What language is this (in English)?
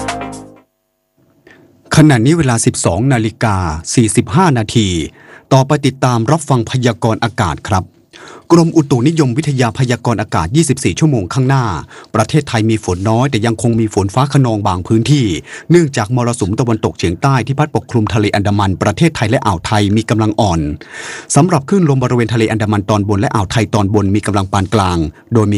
Thai